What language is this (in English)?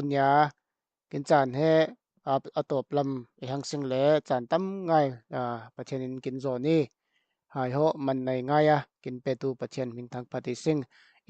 Falam Chin